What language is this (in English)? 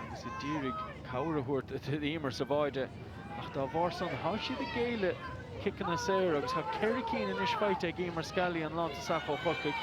Irish